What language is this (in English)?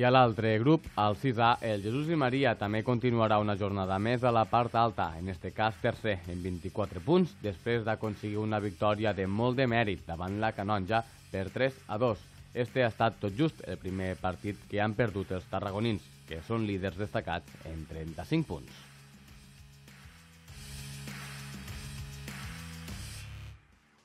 Catalan